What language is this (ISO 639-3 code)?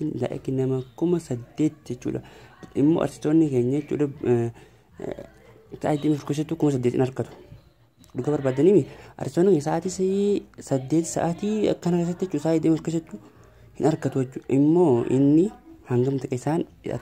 orm